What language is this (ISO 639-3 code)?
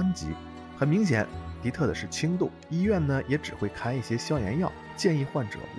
zho